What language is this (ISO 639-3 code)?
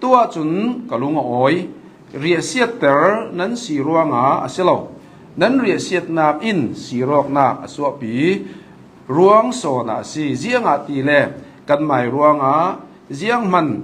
cnh